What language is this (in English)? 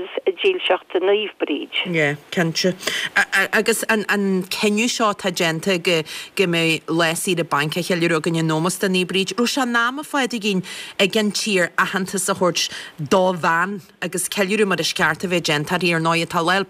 Irish